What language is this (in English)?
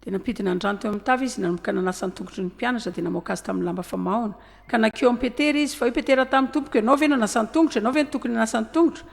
Malagasy